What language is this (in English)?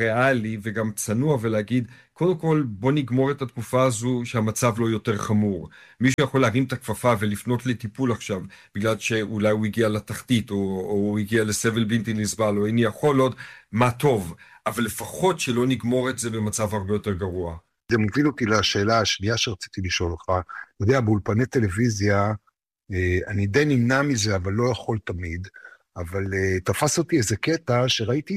Hebrew